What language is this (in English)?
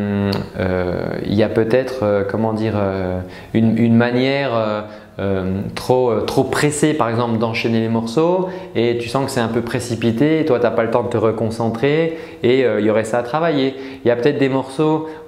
French